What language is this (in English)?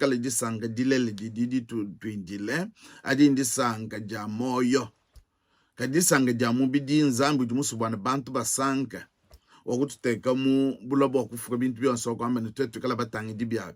Luba-Lulua